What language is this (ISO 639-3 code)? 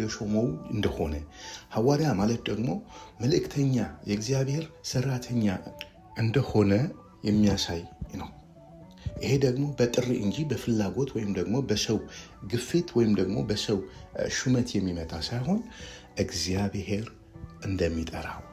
amh